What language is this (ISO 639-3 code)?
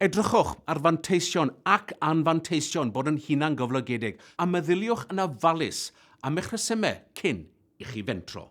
cym